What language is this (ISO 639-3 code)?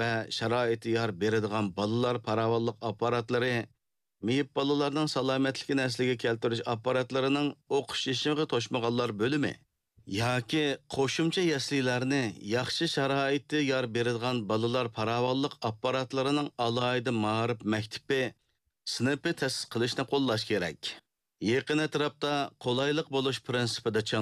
uig